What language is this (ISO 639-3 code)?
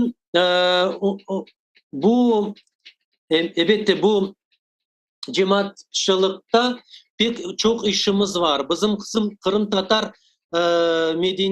crh